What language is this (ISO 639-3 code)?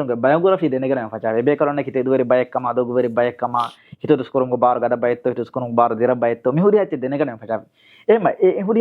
div